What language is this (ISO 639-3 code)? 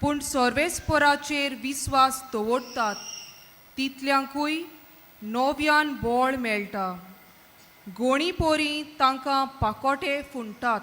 kok